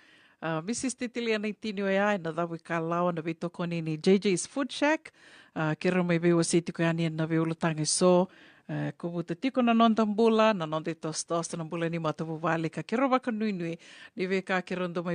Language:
Fijian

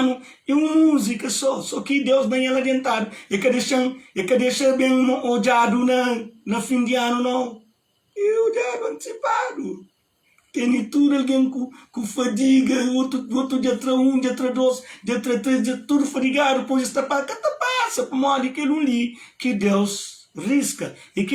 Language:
Kabuverdianu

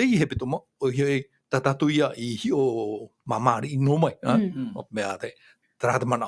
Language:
Tahitian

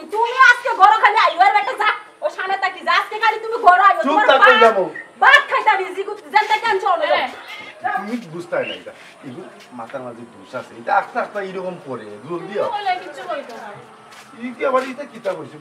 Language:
Sylheti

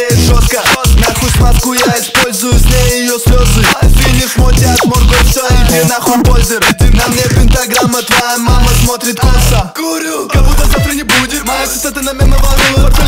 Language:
Russian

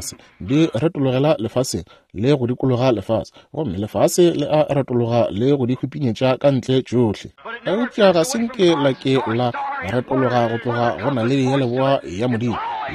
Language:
Northern Sotho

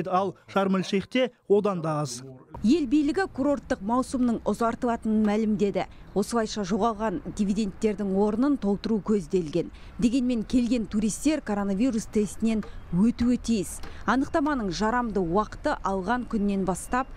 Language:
Kazakh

